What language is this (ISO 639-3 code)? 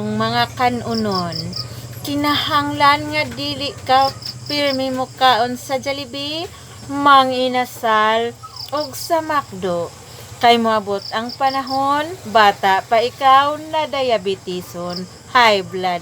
ceb